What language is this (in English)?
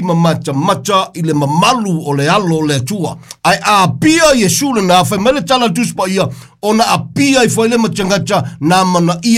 Samoan